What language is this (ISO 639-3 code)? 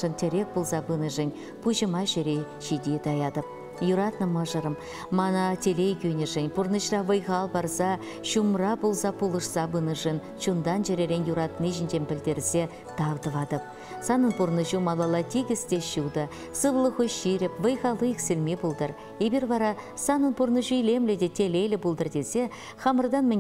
chv